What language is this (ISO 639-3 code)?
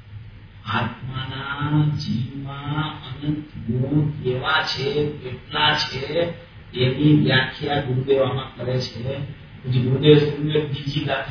guj